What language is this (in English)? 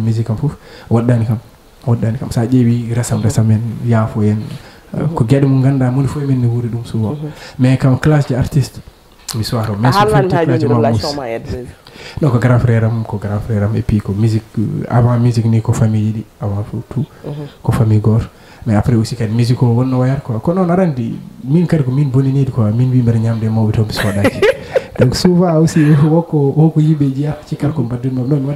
Fula